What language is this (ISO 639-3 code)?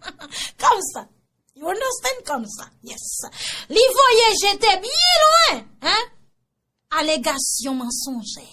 hat